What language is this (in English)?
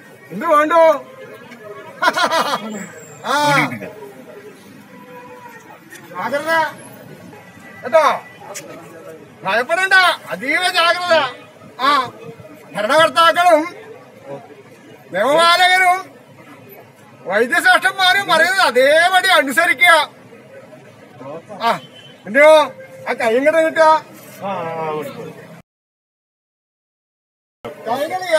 Malayalam